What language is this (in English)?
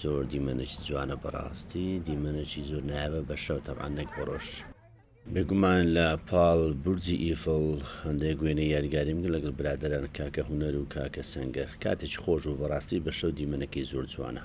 Central Kurdish